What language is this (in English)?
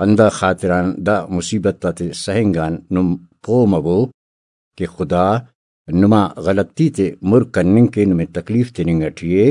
Brahui